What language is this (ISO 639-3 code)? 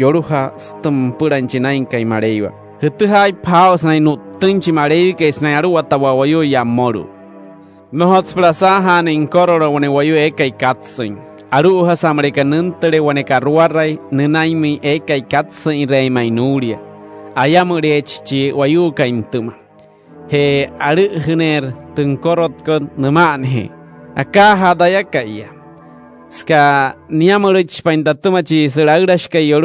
guc